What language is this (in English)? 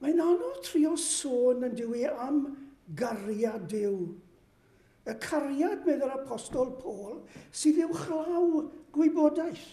Welsh